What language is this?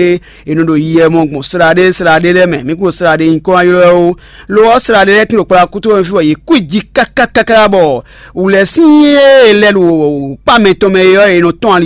Fon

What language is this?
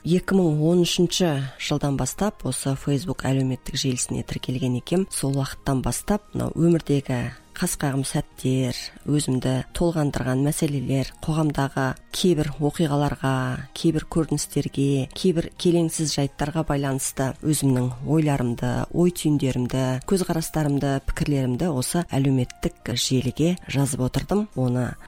Kazakh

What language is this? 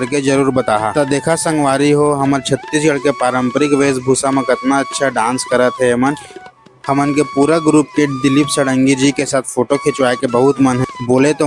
Chhattisgarhi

